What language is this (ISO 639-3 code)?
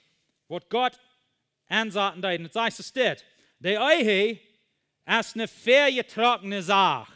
pdt